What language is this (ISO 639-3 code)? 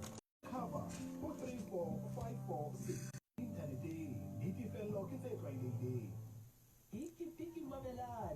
sot